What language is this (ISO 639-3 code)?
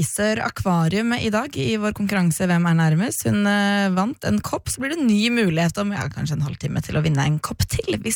nor